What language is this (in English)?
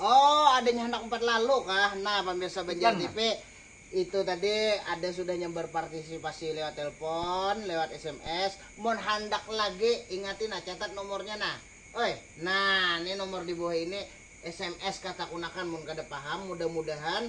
Banjar